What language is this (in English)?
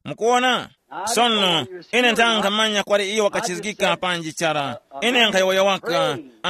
Tumbuka